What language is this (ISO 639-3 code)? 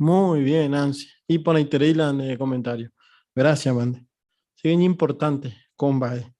grn